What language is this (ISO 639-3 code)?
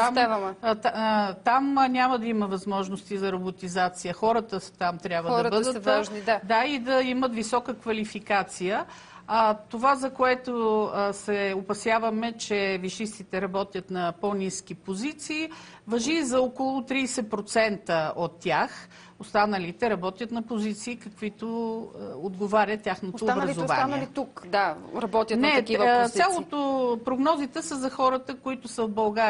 bul